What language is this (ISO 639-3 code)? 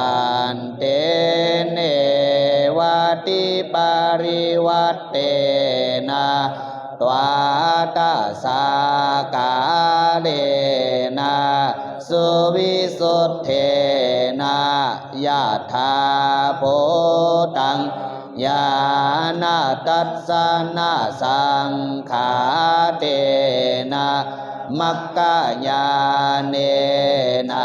pli